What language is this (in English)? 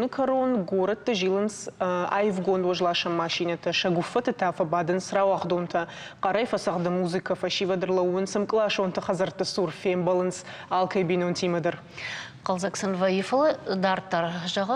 Ossetic